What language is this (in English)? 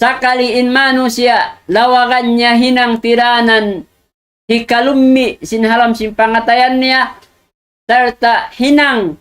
Tausug